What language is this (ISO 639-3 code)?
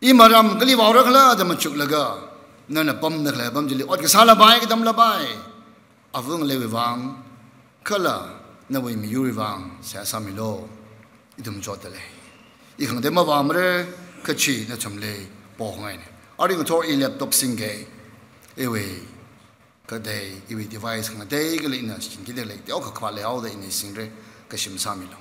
nmf